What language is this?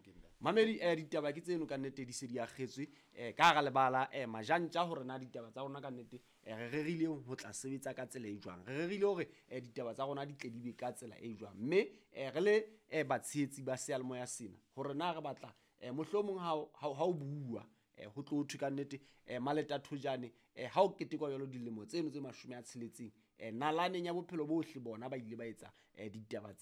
Southern Sotho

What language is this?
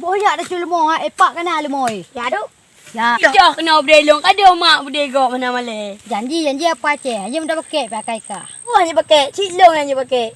Achinese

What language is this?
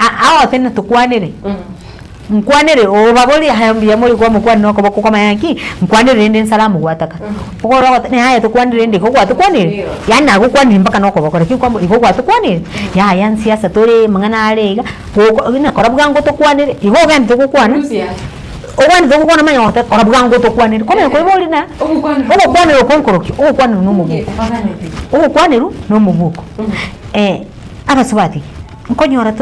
Gusii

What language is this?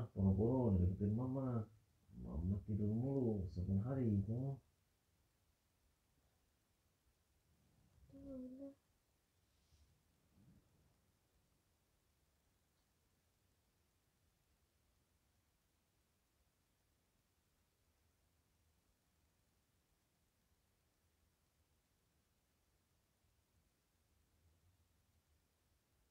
Indonesian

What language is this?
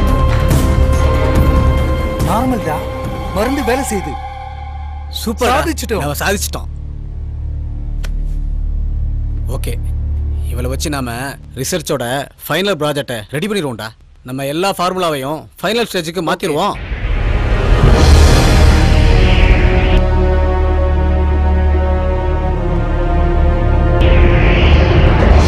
Tamil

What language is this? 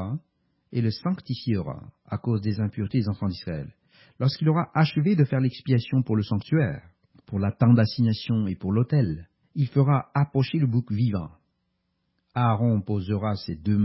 French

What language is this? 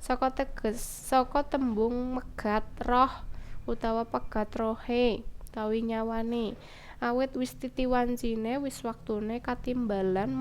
Javanese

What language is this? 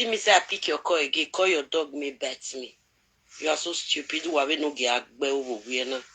Nigerian Pidgin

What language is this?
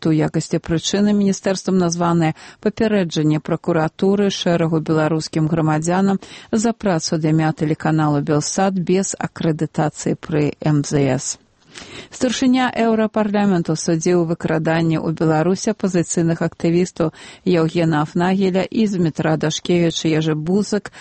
Belarusian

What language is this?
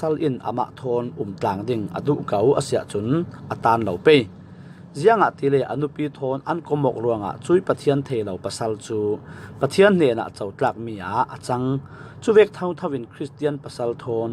Falam Chin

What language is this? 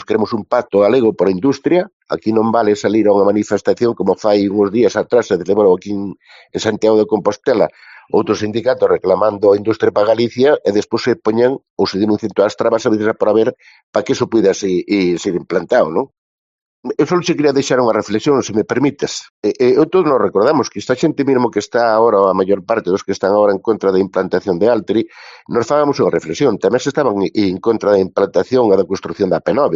Galician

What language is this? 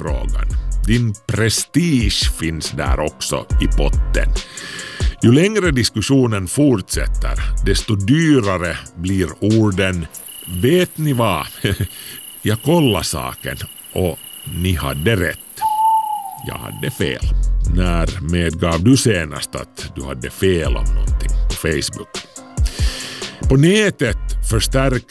Swedish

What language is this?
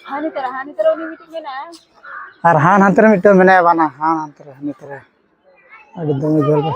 Santali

